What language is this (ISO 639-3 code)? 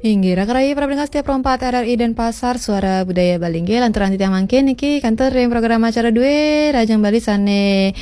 ban